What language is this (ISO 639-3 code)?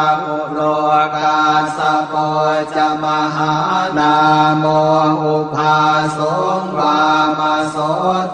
pli